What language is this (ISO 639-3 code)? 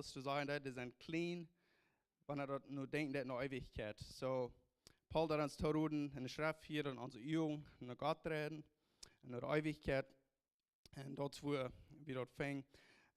pdt